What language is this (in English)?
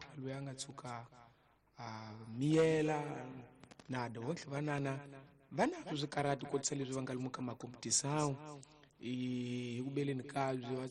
Tsonga